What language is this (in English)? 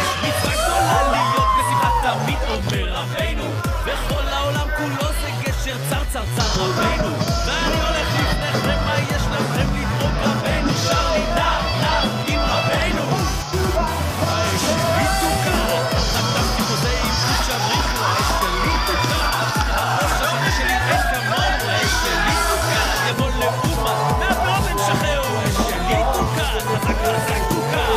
Hebrew